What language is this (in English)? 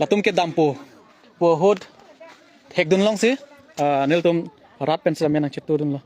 Karbi